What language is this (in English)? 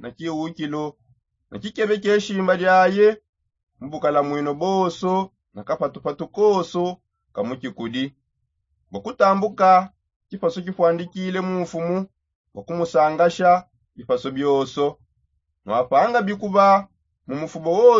Songe